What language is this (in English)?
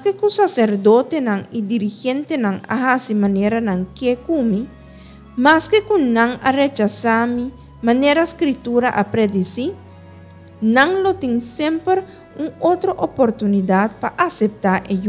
Papiamento